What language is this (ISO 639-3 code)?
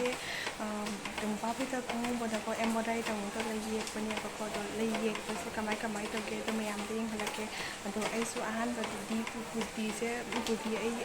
mni